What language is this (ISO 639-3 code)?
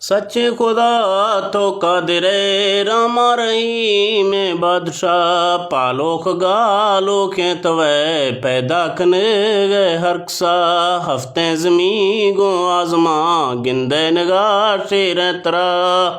bgp